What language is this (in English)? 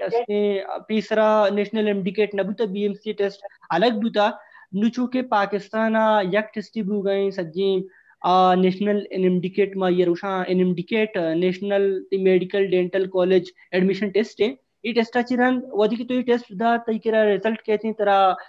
Baluchi